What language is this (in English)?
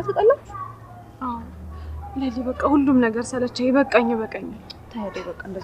Amharic